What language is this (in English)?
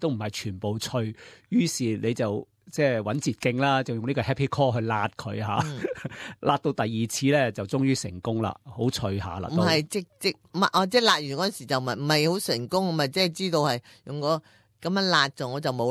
Cantonese